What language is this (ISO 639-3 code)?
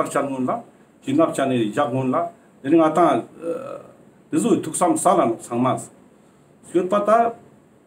lbj